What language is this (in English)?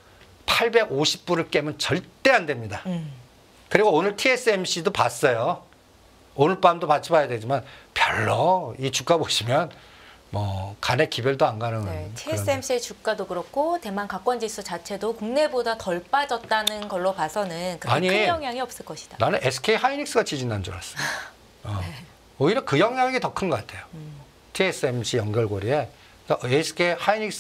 Korean